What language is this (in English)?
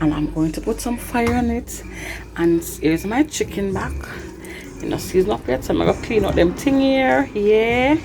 Jamaican Creole English